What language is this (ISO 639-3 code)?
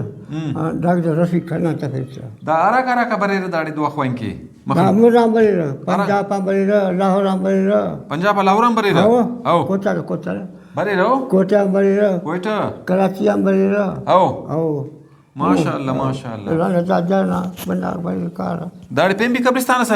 brh